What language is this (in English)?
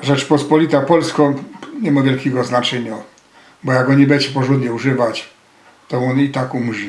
Silesian